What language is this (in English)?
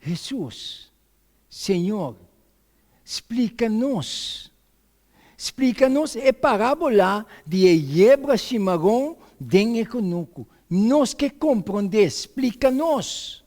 Papiamento